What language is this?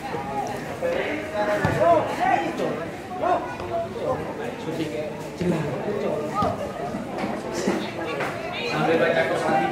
Indonesian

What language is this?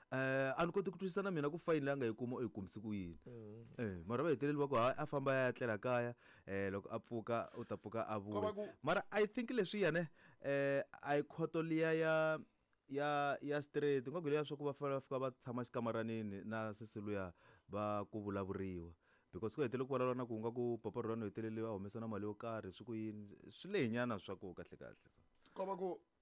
Tsonga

